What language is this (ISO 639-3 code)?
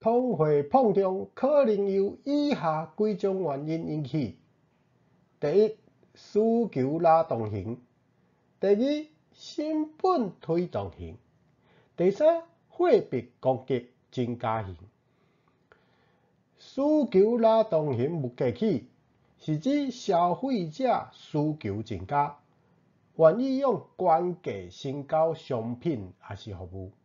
nan